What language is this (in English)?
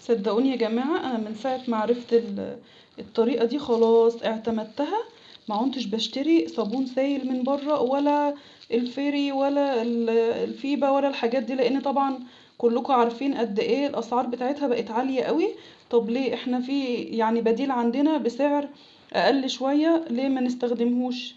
Egyptian Arabic